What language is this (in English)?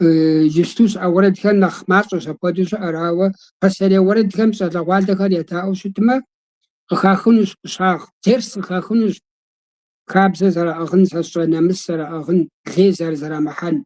Kabardian